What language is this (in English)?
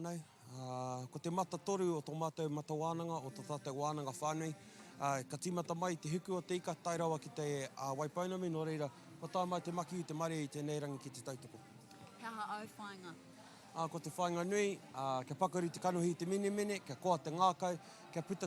Māori